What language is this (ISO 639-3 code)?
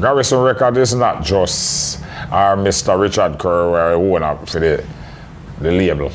jam